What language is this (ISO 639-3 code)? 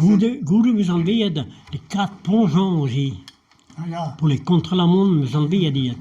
bre